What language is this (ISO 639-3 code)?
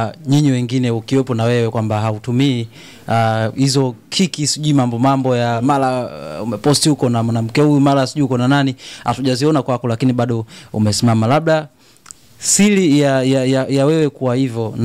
swa